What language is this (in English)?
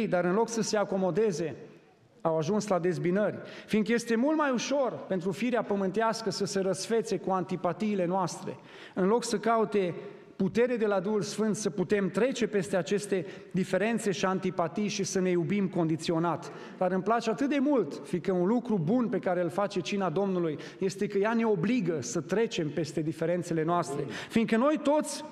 Romanian